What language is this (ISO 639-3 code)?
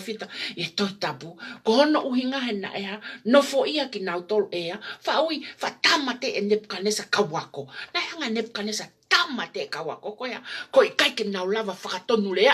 ton